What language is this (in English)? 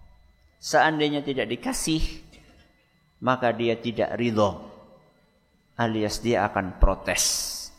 Indonesian